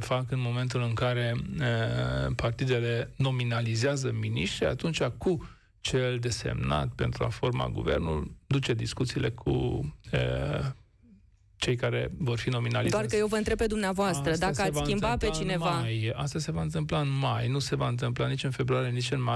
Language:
Romanian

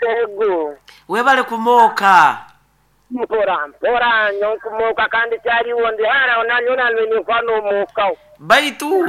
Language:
Nyoro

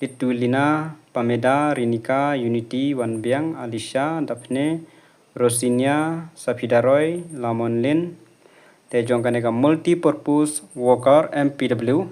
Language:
Khasi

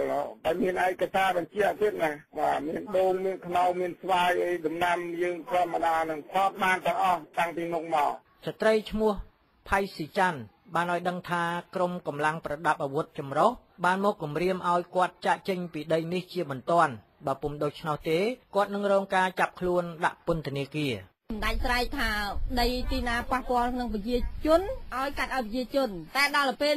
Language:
Khmer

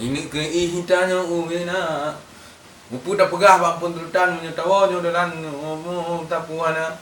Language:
Achinese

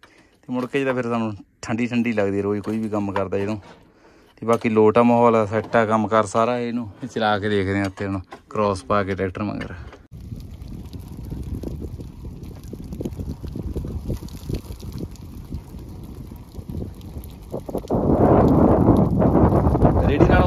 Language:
Punjabi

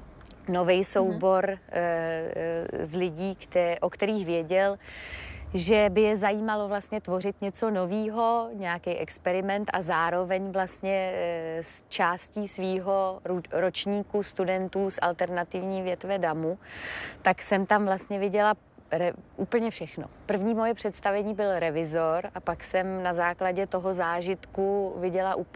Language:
Czech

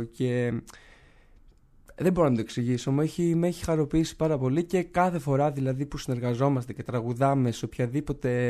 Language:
Greek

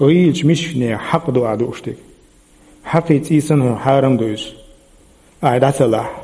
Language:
Chechen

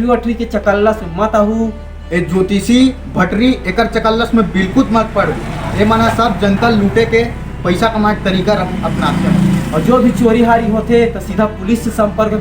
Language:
Chhattisgarhi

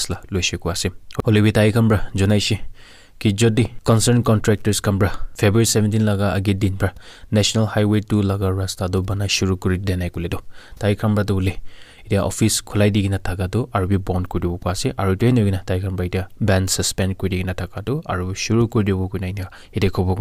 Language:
Naga Pidgin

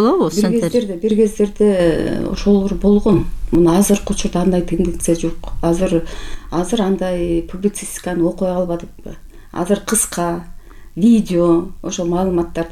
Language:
Kyrgyz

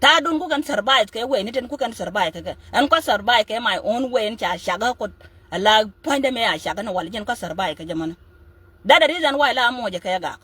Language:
Nuer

